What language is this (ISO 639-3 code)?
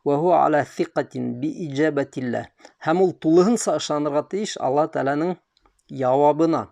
bak